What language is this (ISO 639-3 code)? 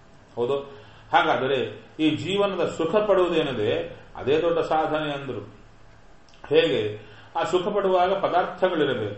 kan